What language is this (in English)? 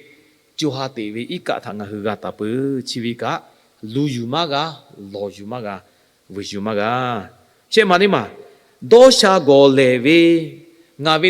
Lahu